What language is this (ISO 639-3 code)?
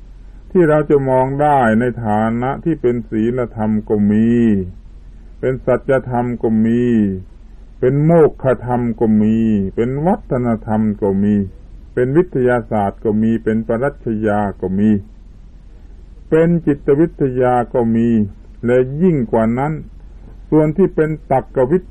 tha